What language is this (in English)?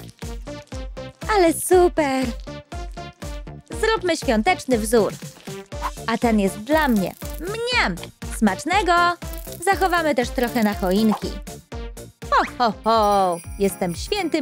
Polish